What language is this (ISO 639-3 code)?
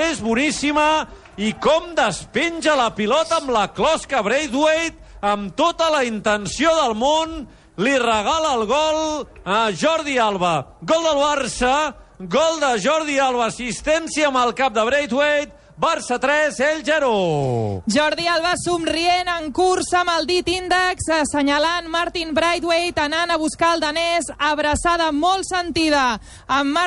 cat